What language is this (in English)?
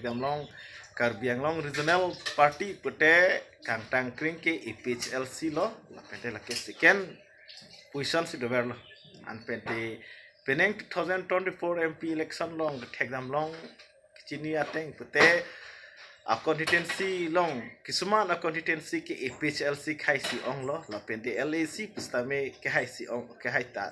Karbi